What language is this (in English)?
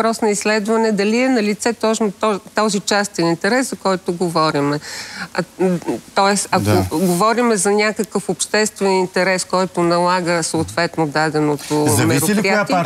Bulgarian